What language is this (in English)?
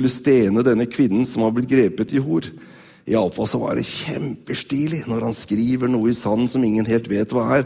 Norwegian